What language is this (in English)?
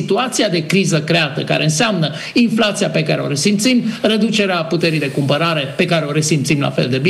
Romanian